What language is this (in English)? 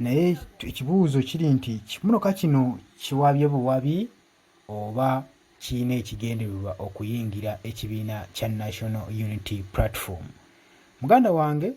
Ganda